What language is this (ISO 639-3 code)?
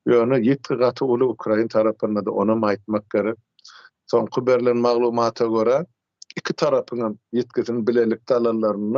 tuk